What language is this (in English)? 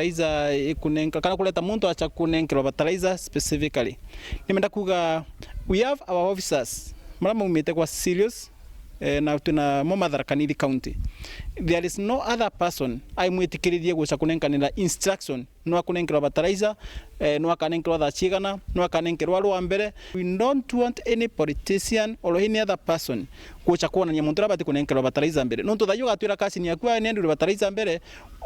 Meru